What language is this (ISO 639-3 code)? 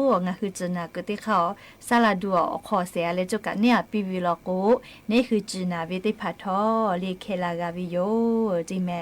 lhu